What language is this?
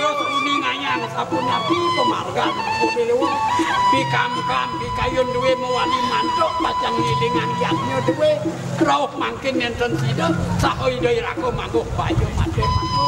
Balinese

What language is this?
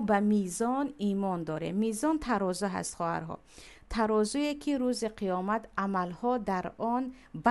Tajik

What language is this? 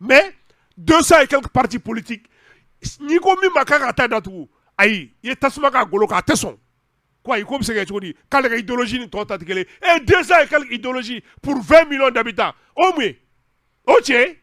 Bambara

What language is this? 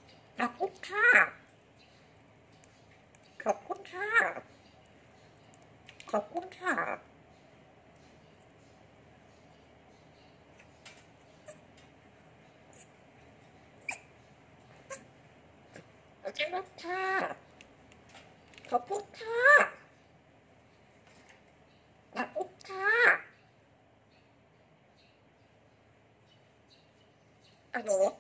Thai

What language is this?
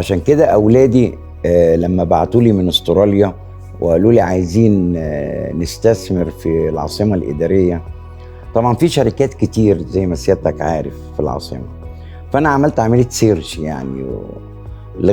Egyptian Arabic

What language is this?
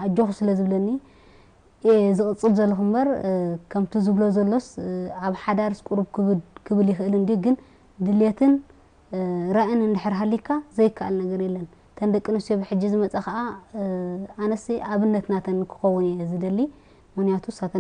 Tigrinya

